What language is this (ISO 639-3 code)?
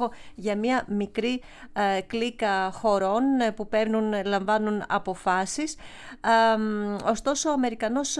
ell